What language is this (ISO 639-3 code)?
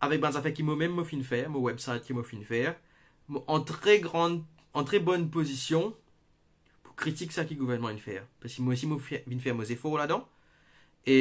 mfe